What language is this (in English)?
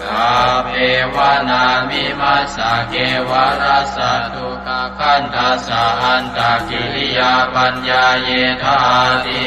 Pali